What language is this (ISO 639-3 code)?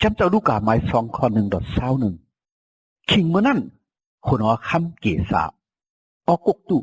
shn